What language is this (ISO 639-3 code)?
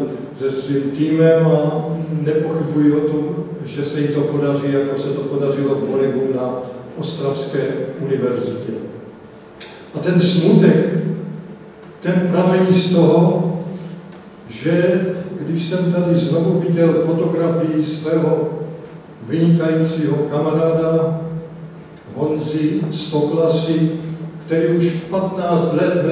ces